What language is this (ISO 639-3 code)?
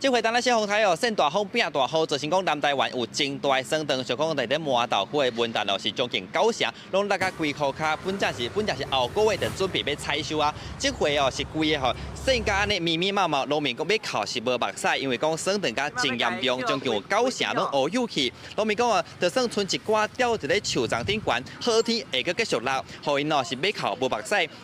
nan